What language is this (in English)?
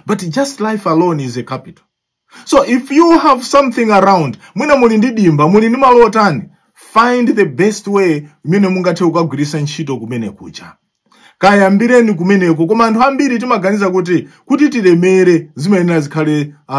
Nyanja